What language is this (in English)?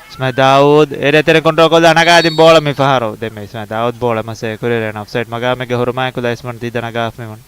Divehi